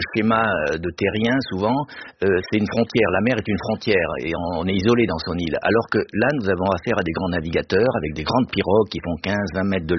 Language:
French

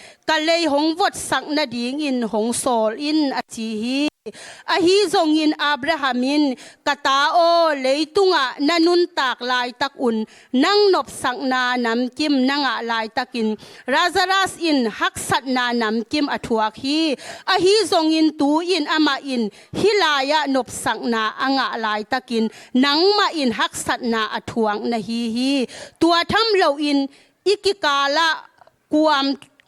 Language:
Tedim Chin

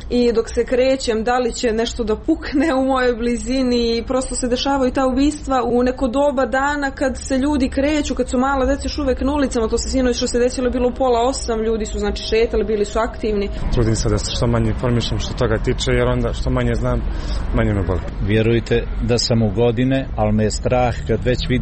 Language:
Serbian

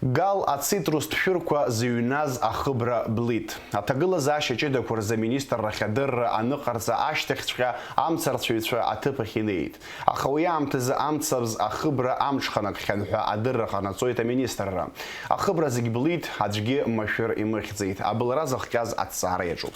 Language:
Abkhazian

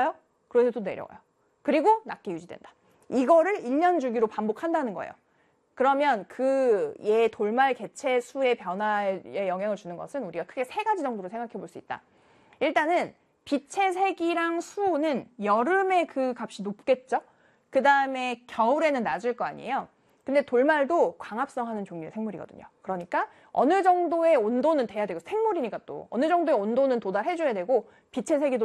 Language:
Korean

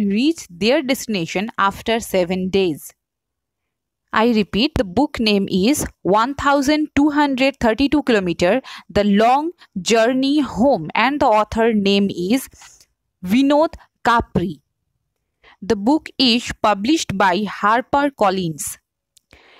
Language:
Bangla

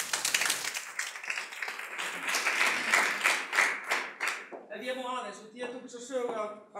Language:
Icelandic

